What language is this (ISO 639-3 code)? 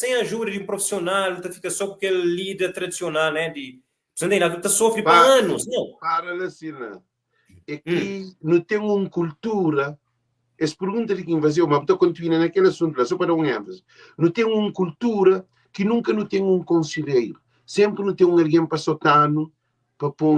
kea